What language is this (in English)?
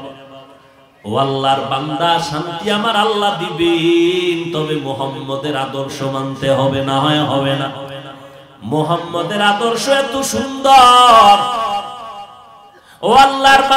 Bangla